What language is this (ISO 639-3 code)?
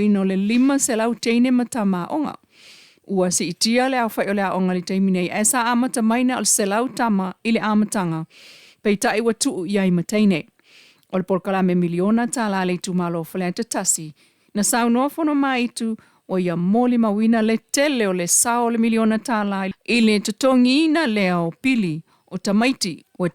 smo